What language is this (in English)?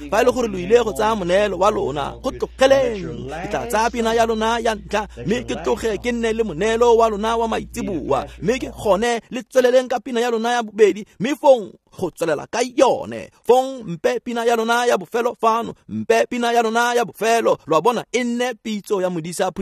Tswana